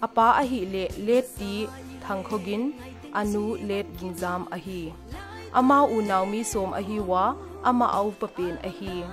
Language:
Paite Chin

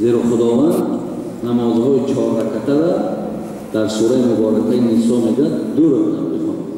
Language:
Tajik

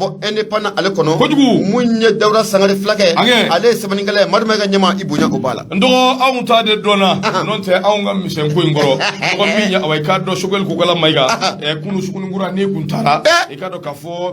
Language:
Bambara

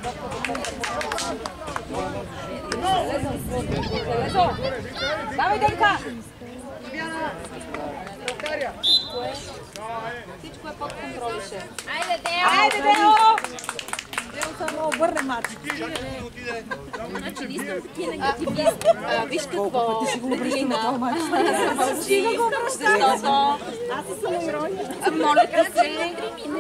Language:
Bulgarian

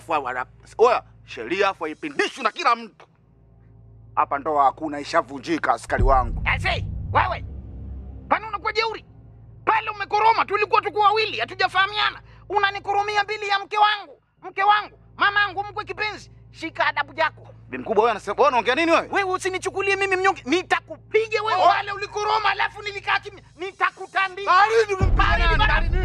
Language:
Swahili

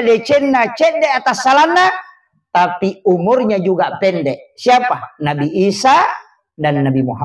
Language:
Buginese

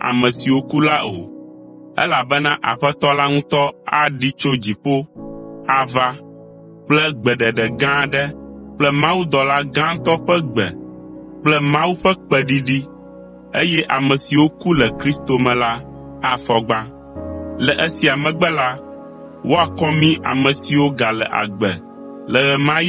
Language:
Ewe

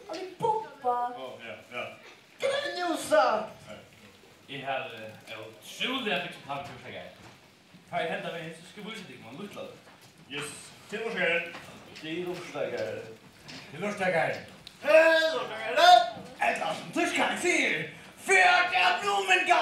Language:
Faroese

